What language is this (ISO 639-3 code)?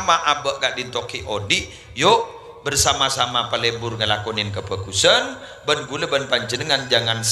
mad